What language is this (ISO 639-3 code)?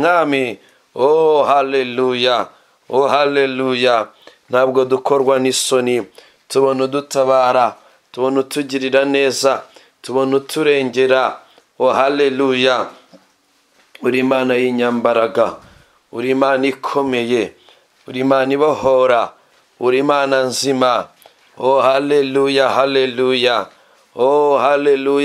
kin